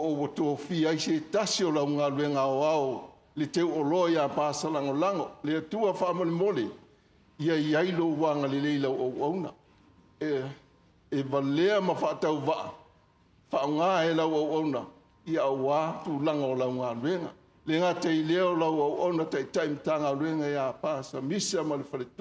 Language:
Samoan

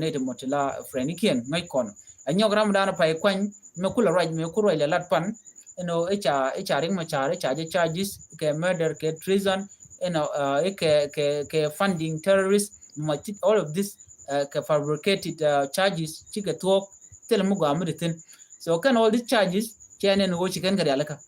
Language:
Nuer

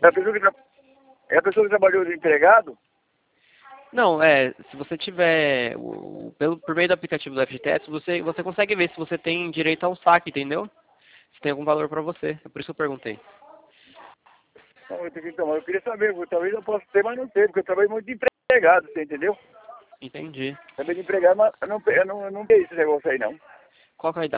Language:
Portuguese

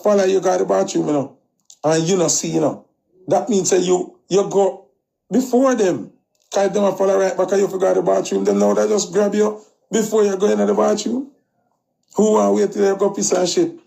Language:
Jamaican Creole English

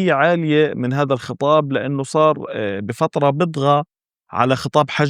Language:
North Levantine Arabic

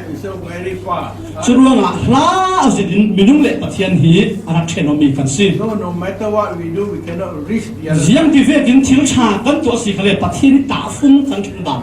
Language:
Falam Chin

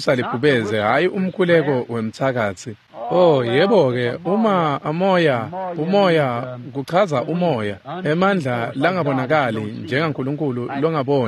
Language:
Swati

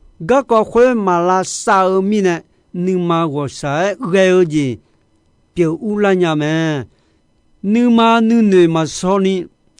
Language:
Akha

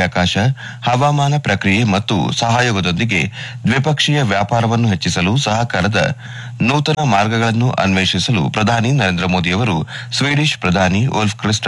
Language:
Kannada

